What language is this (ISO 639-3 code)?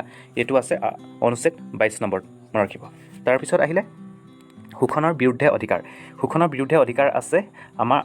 asm